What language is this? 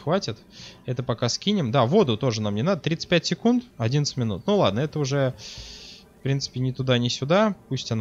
Russian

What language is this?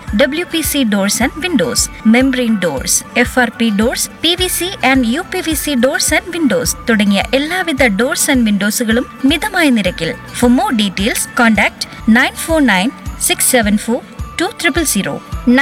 Malayalam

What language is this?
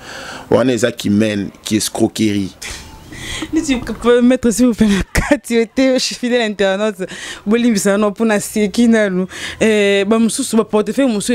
Lingala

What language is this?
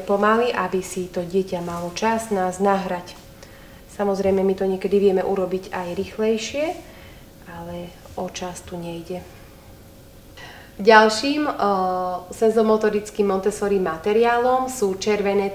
Slovak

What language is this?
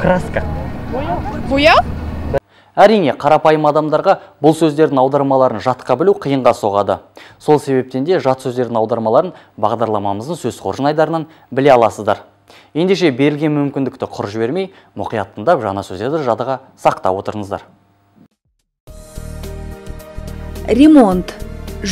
Kazakh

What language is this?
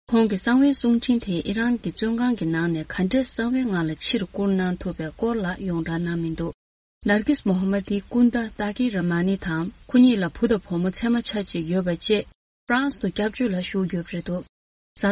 Tibetan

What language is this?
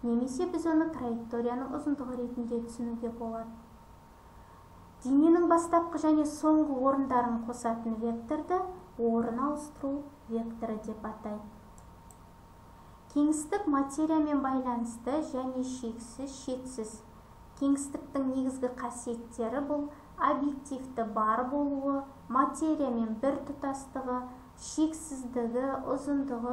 Kazakh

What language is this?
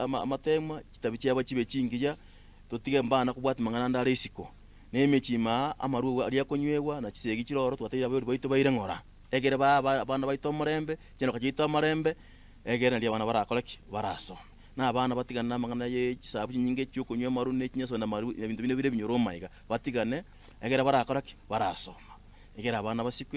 Gusii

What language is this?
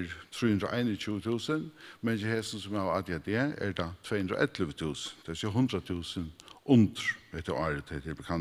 Faroese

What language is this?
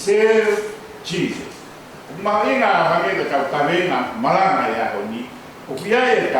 Tongan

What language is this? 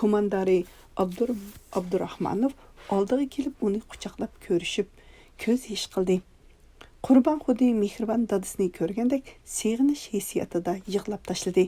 Uyghur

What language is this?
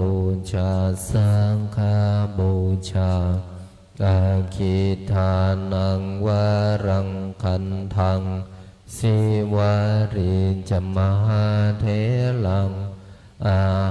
Pali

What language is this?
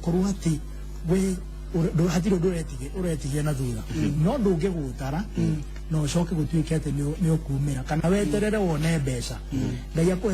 Kikuyu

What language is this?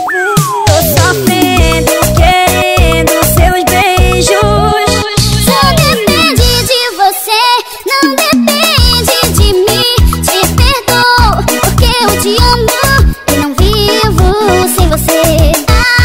Portuguese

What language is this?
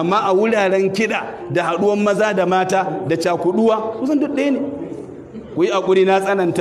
Hausa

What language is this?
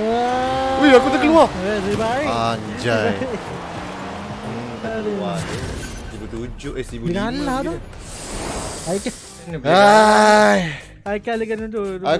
Malay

